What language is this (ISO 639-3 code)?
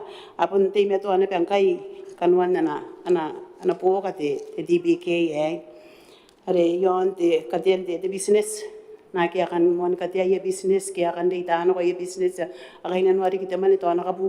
gil